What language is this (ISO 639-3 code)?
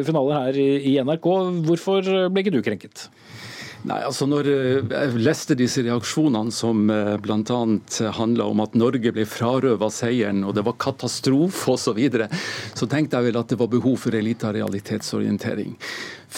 nor